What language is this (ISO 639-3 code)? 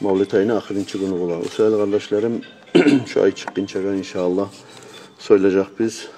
kum